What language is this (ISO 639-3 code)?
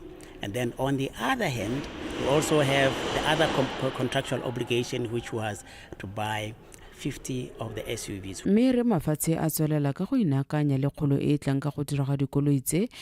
tsn